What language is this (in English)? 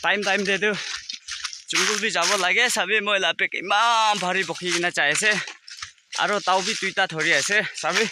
Naga Pidgin